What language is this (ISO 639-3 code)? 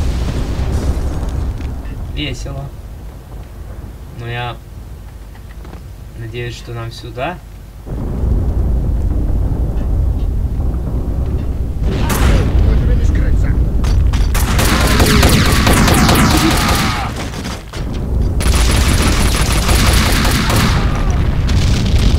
rus